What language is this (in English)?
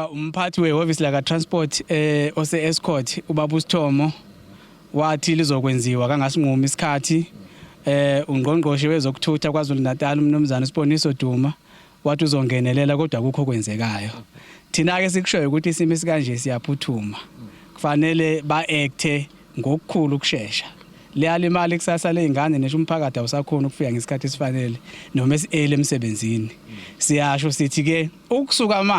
Zulu